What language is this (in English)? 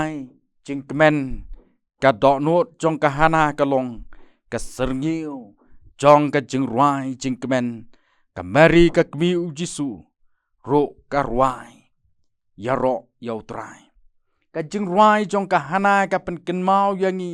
Khasi